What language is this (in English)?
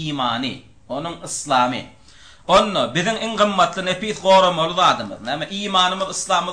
Turkmen